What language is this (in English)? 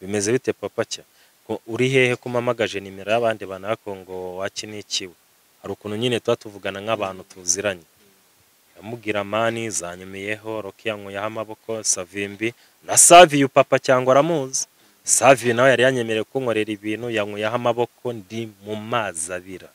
Kinyarwanda